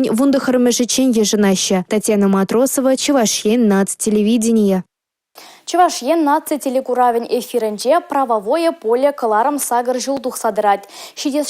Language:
Chuvash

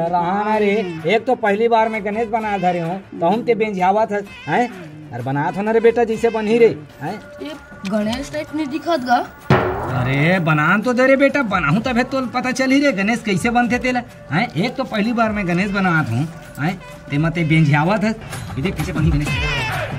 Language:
Chhattisgarhi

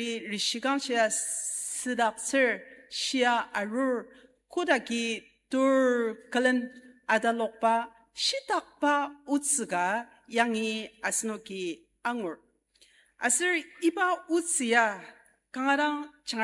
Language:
Ao Naga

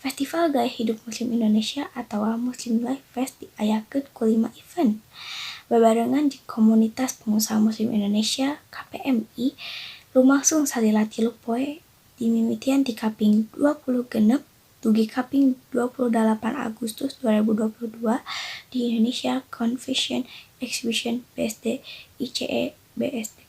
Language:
Sundanese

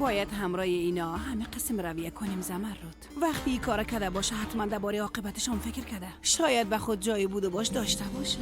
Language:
Persian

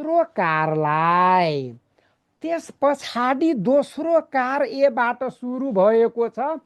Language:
Nepali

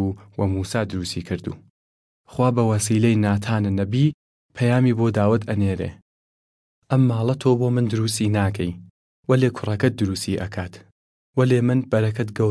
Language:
Southern Kurdish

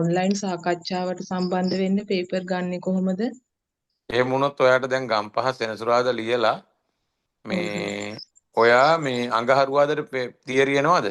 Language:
Sinhala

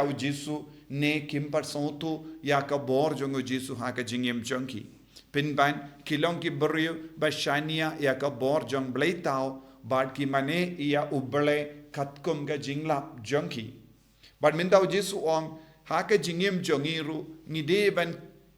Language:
Khasi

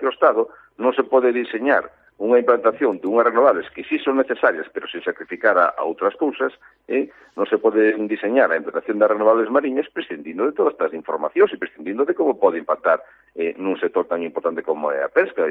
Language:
Galician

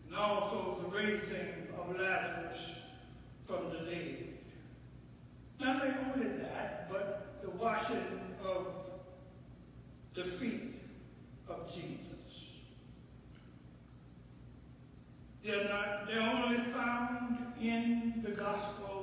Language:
English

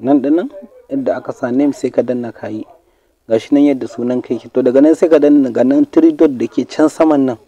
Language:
Hausa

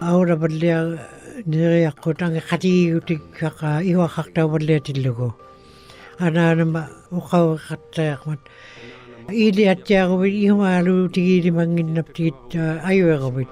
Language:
Western Canadian Inuktitut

